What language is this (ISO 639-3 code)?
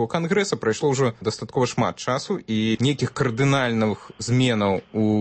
bel